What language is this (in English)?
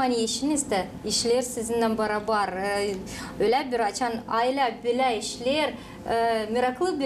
Gagauz